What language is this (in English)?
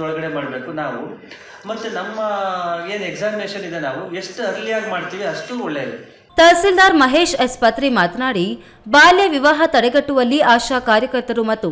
Kannada